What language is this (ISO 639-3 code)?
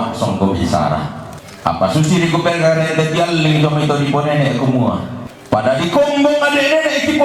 sda